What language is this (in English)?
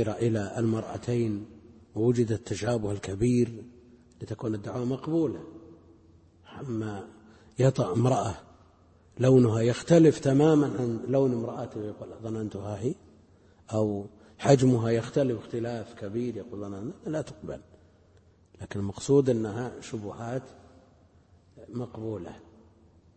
Arabic